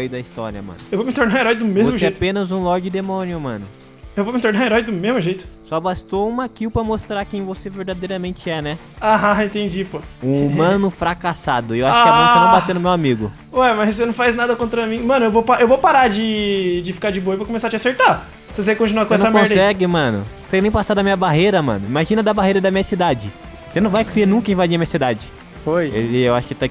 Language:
Portuguese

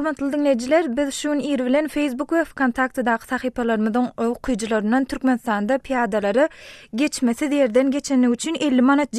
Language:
Turkmen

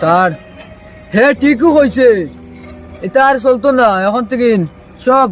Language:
Sylheti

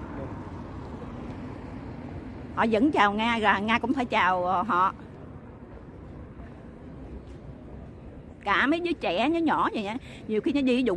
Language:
Vietnamese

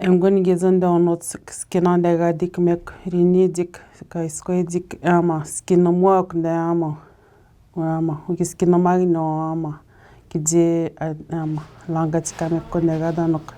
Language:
Atikamekw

